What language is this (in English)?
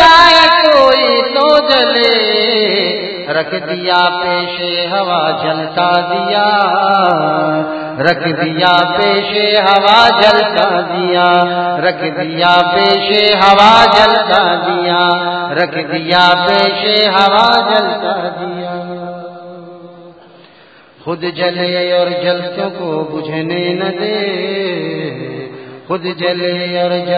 Urdu